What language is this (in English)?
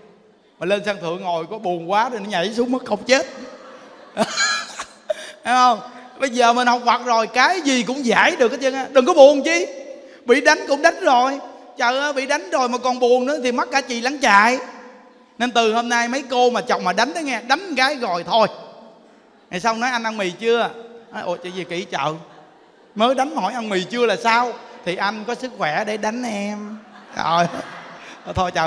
Vietnamese